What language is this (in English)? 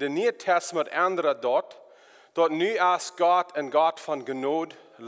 Plautdietsch